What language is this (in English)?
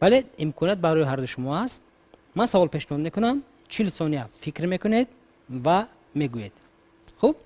Tajik